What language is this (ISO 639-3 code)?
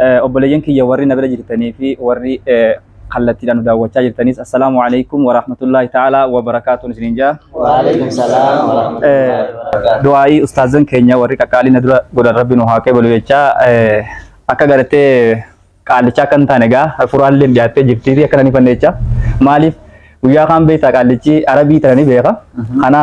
orm